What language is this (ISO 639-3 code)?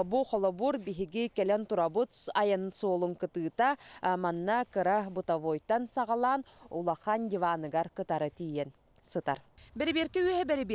sah